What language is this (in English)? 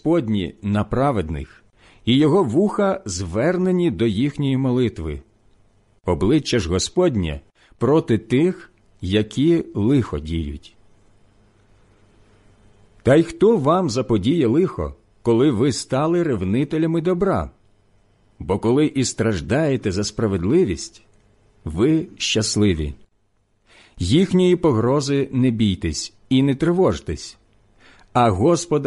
Ukrainian